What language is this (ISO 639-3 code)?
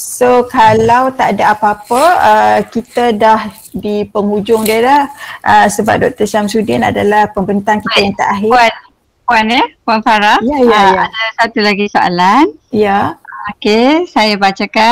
msa